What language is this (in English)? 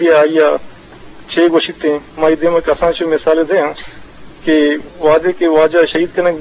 Eastern Balochi